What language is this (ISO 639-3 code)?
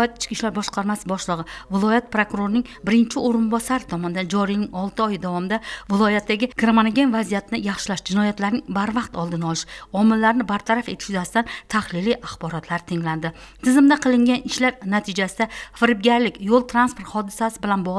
uzb